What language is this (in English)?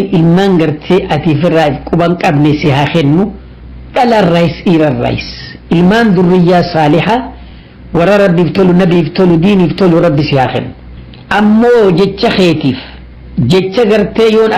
Oromo